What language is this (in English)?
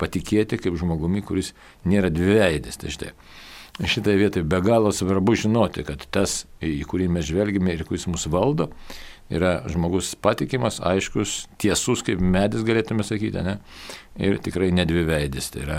Lithuanian